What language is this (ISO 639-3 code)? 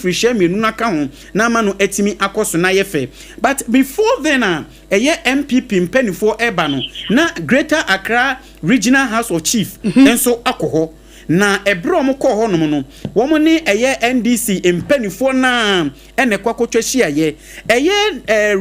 aka